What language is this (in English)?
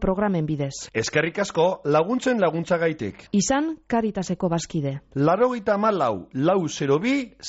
Basque